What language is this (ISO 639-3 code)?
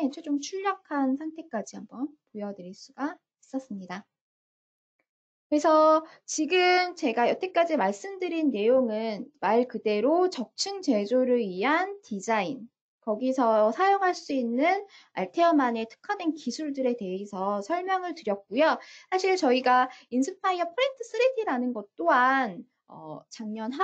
kor